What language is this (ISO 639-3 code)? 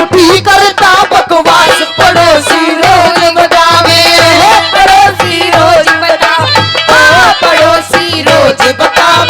bgc